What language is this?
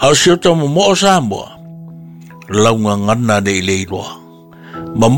Samoan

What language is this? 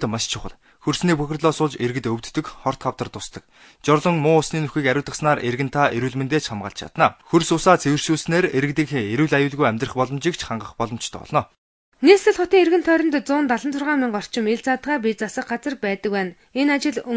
Mongolian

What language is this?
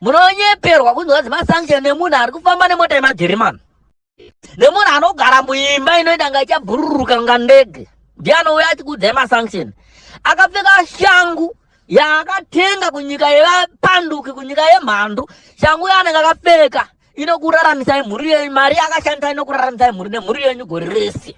Shona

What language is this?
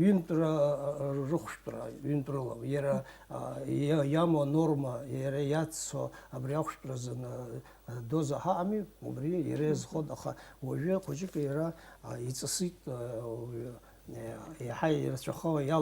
Abkhazian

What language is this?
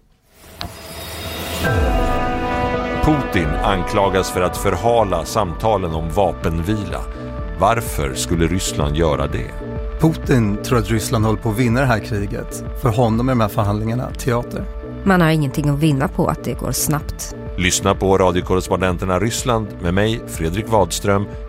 Swedish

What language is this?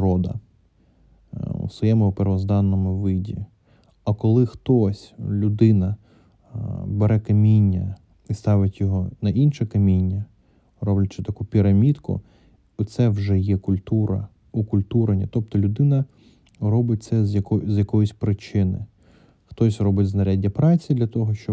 Ukrainian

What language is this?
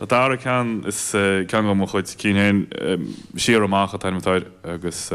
Irish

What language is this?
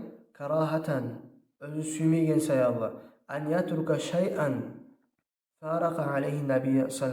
Kumyk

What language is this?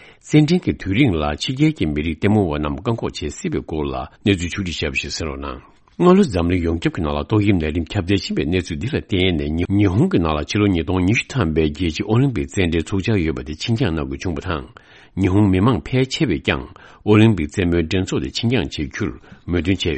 Tibetan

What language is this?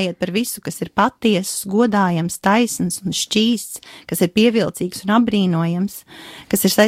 Latvian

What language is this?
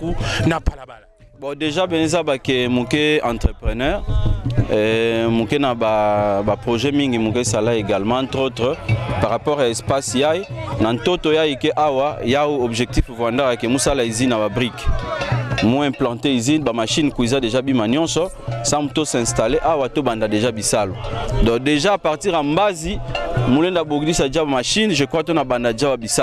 Kituba (Democratic Republic of Congo)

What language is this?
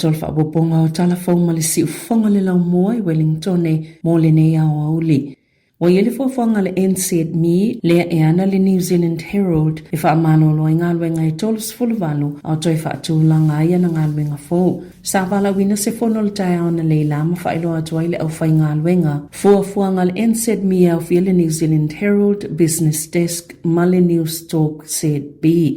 Samoan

